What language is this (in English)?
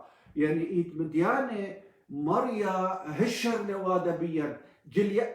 Assyrian Neo-Aramaic